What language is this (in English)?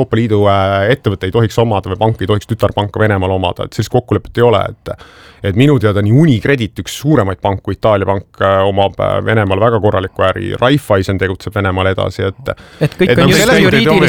Estonian